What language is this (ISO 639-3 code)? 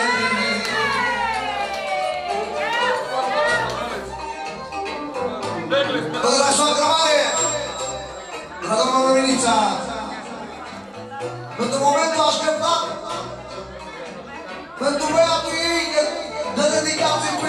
ron